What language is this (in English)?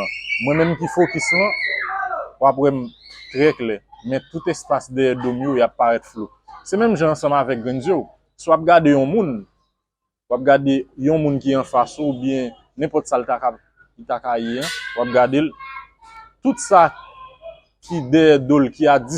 Haitian Creole